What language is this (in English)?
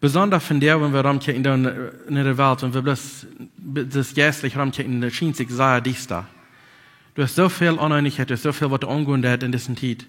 Plautdietsch